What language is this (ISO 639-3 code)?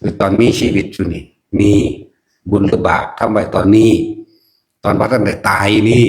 tts